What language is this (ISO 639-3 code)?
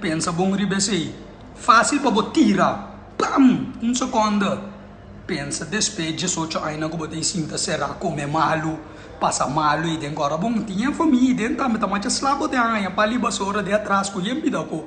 pap